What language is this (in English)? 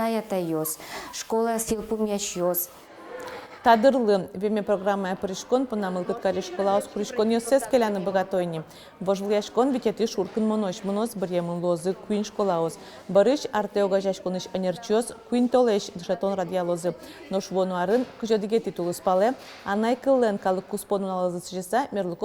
Udmurt